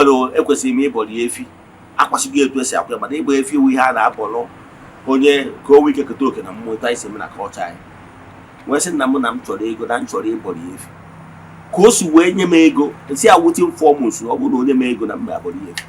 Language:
Igbo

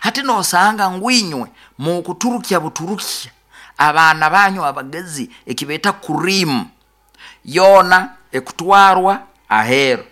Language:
Nyoro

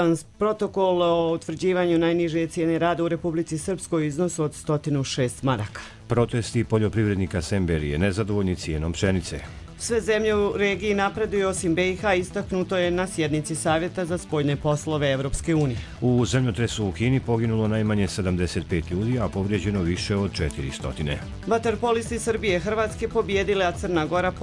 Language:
Bosnian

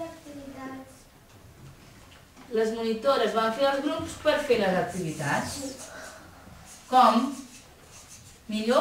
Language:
Catalan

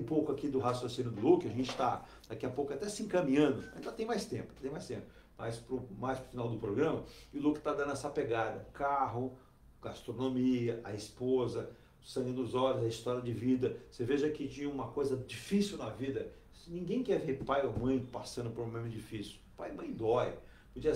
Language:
Portuguese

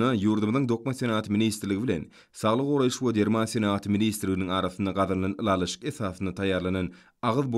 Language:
Turkmen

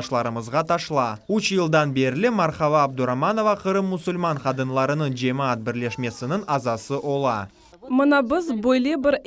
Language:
Crimean Tatar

